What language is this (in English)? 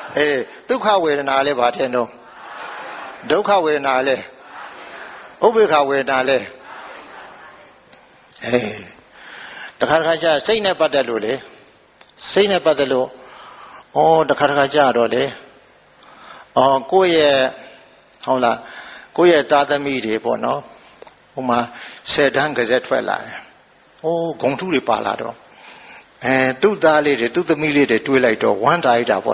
Burmese